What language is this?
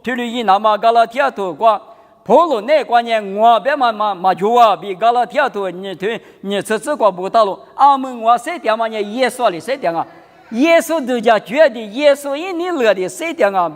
Lisu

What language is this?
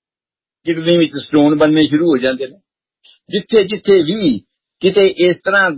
Punjabi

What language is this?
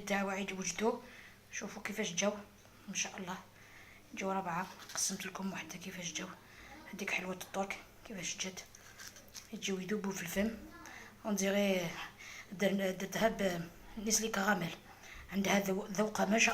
Algerian Arabic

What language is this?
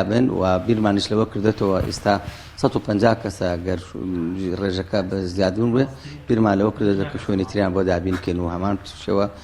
Central Kurdish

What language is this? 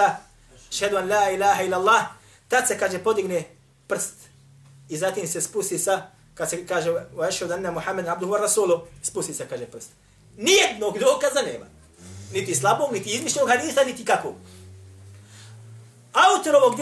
Bosnian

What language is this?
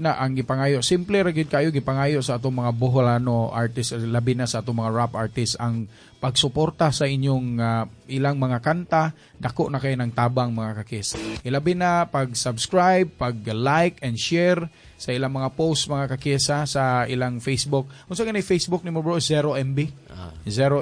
Cebuano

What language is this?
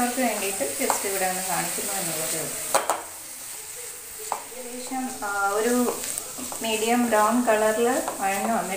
Malayalam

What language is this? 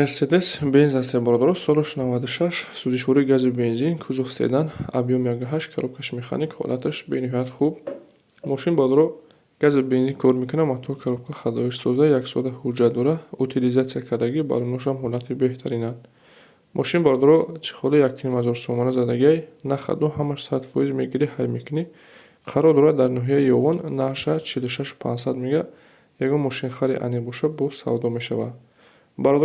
Tajik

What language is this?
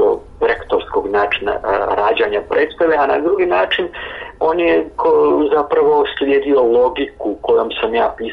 Croatian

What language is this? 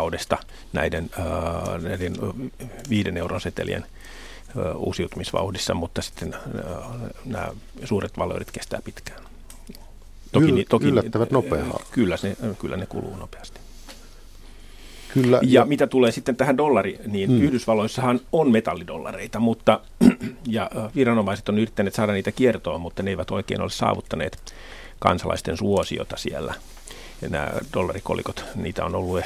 Finnish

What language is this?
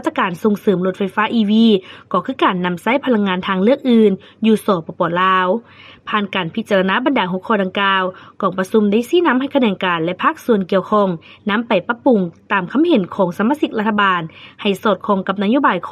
Lao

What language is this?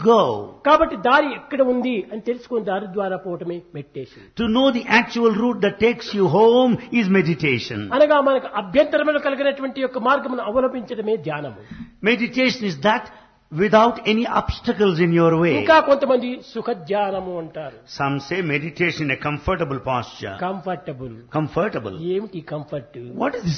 Telugu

